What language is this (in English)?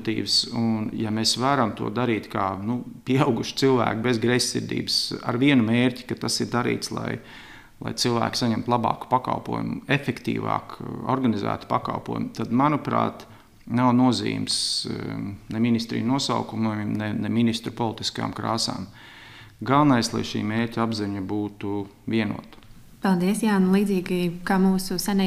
Latvian